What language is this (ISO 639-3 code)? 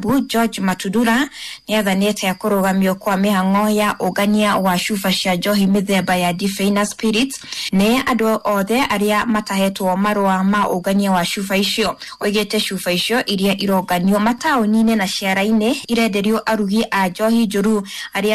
kik